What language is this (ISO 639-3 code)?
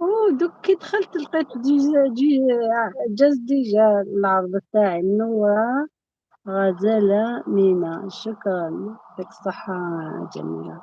arq